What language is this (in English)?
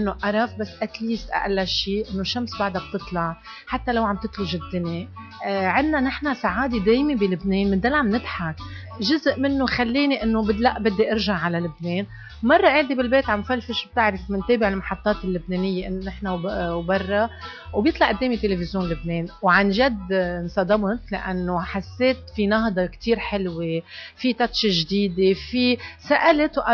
North Levantine Arabic